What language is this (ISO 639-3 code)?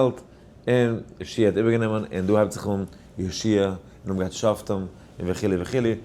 yid